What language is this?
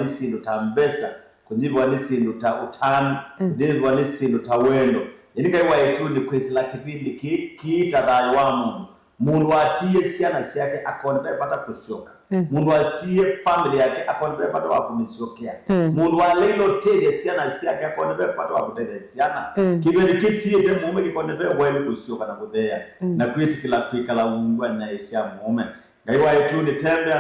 Kamba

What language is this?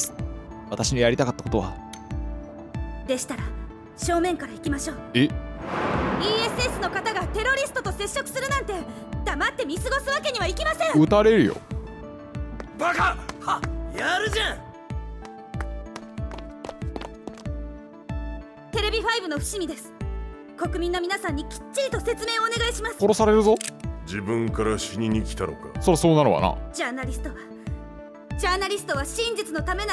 Japanese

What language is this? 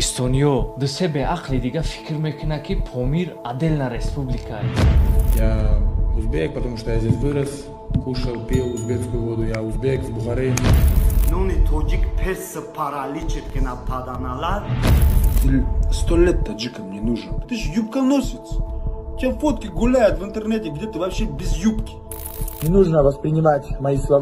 Tajik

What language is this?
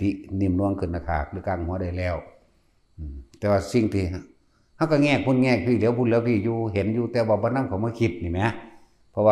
Lao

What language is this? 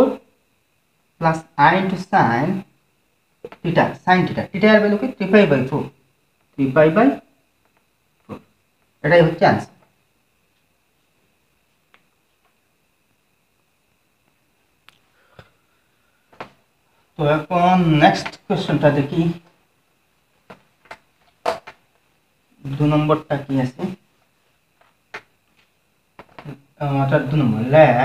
Bangla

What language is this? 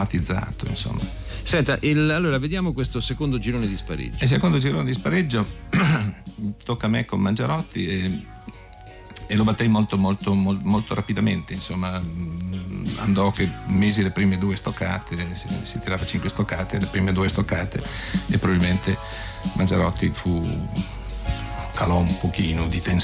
Italian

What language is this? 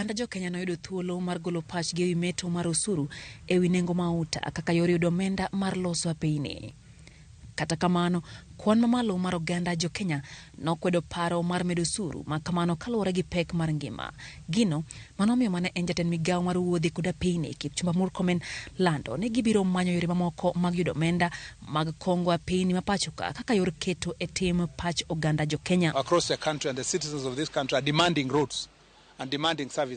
Luo (Kenya and Tanzania)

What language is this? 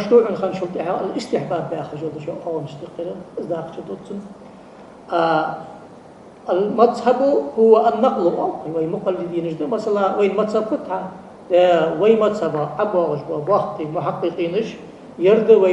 Ingush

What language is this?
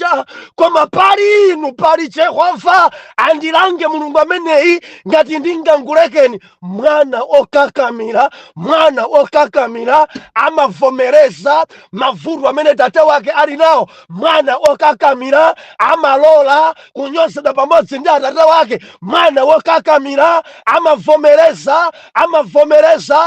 Nyanja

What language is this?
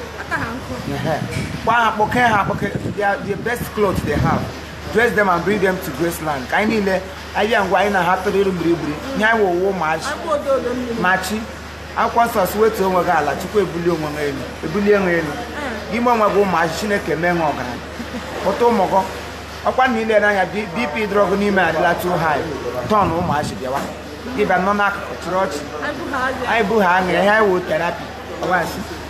Igbo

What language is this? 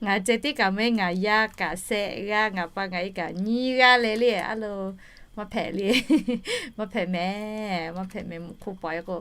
Lahu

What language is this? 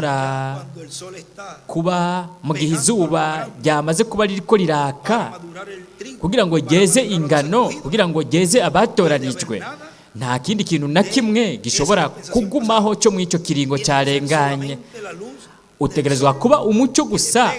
Rundi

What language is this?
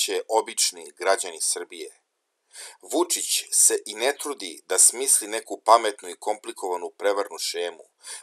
Serbian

